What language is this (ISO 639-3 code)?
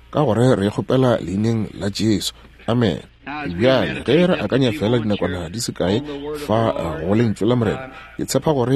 nso